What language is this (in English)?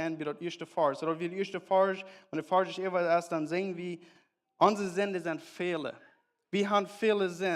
Plautdietsch